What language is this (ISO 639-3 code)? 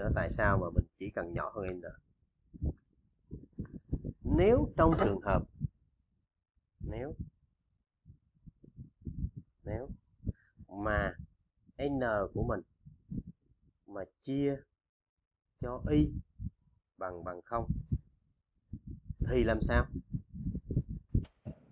vie